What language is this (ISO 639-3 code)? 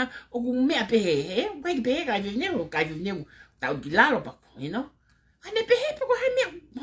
ton